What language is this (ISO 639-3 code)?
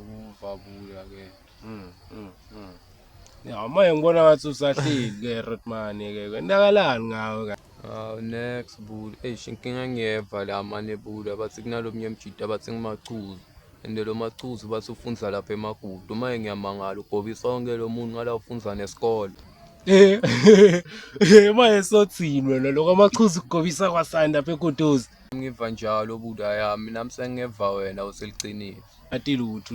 zul